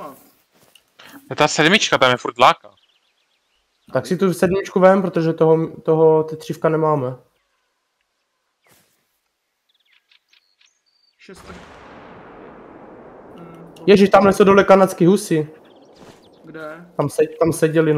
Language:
Czech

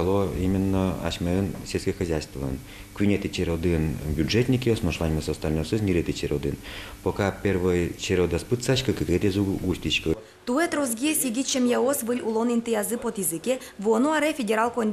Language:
Udmurt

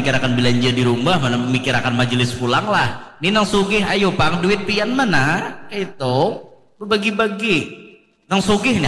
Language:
Banjar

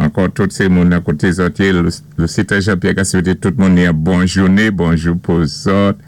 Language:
Saint Lucian Creole French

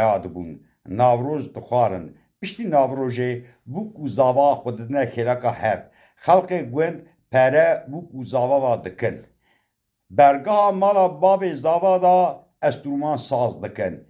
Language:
Kurdish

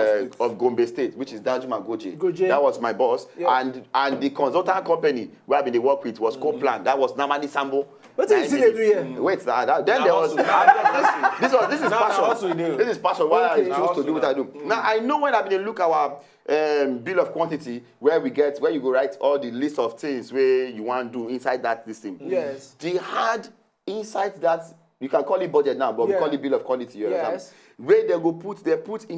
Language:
Nigerian Pidgin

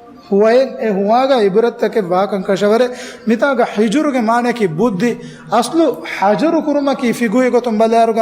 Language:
Divehi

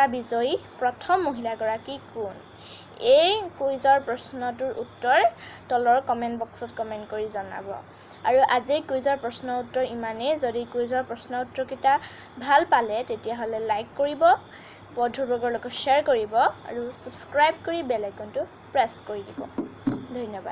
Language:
Assamese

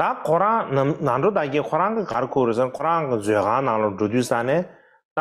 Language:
Tibetan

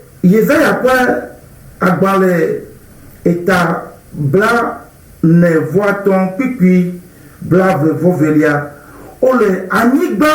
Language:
Ewe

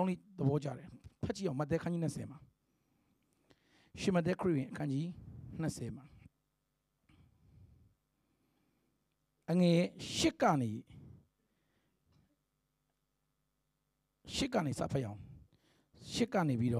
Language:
Burmese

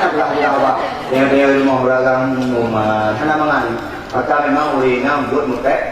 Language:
Achinese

